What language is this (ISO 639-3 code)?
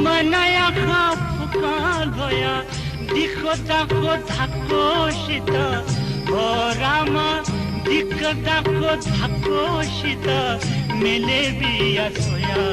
new